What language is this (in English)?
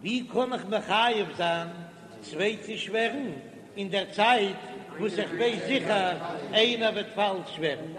Yiddish